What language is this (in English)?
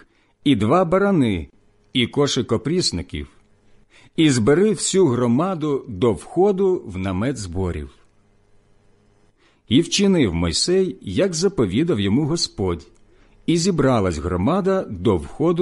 Ukrainian